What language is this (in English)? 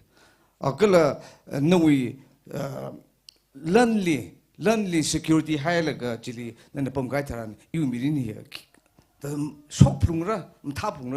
Tangkhul Naga (India)